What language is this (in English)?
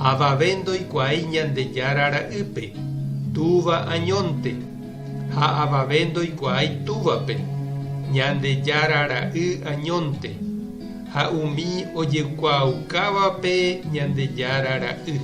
Guarani